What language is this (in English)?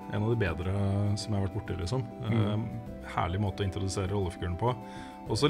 Norwegian